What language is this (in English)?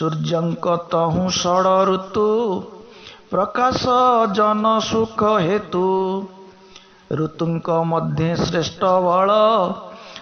Odia